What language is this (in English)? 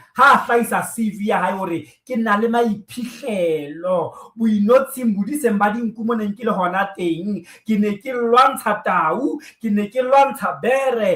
Southern Sotho